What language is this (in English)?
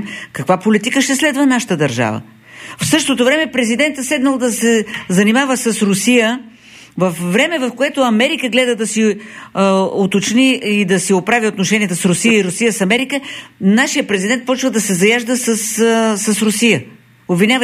Bulgarian